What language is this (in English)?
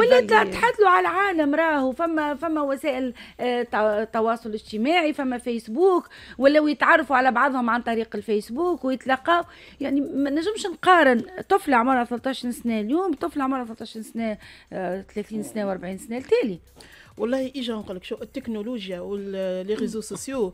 Tunisian Arabic